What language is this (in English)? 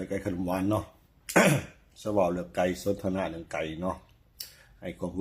Lao